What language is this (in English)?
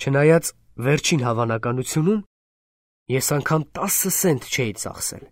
Armenian